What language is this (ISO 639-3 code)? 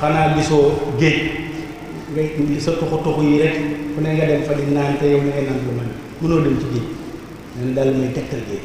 wol